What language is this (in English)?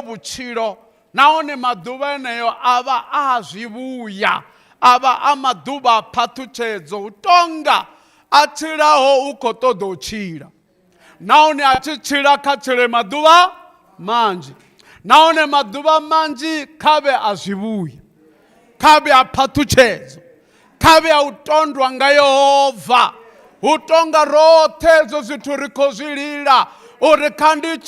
Venda